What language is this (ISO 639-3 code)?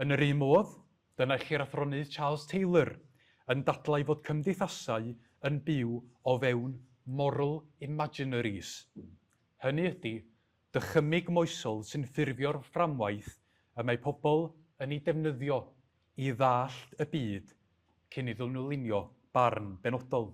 cym